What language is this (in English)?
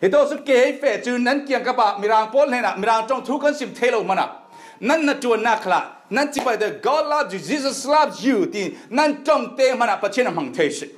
Falam Chin